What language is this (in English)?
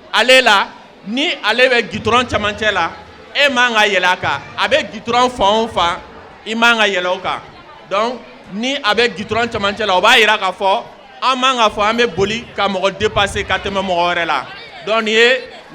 Bambara